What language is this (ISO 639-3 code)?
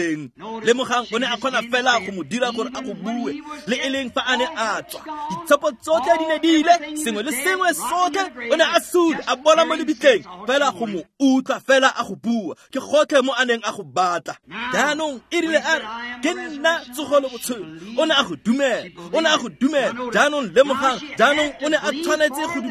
tsn